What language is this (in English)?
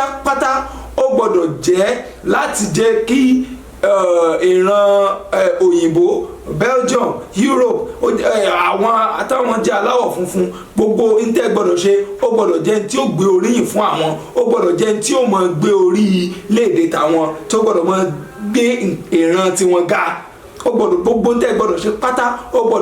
Yoruba